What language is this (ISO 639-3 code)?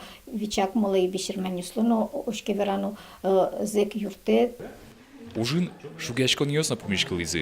udm